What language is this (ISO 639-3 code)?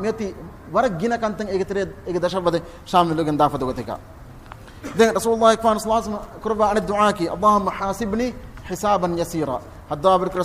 div